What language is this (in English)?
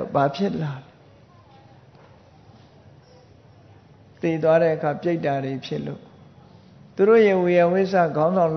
Burmese